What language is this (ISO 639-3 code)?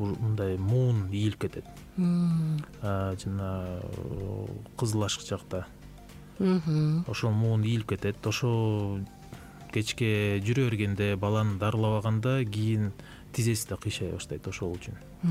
kir